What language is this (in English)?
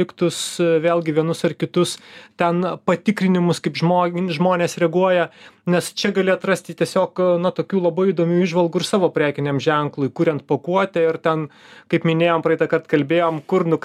Lithuanian